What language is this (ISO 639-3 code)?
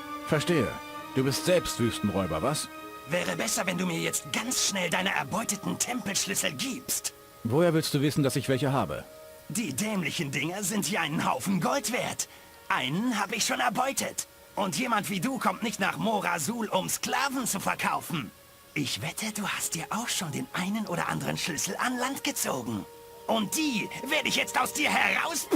bar